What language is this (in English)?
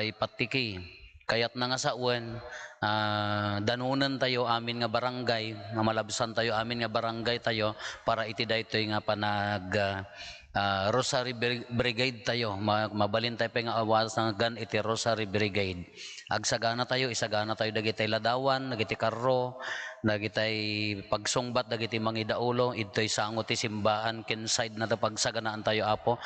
Iloko